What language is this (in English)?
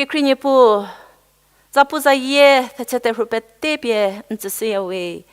Angami Naga